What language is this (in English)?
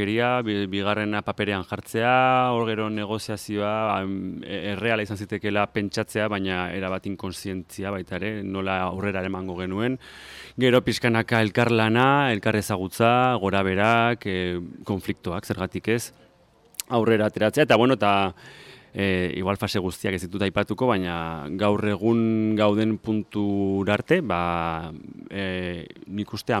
Basque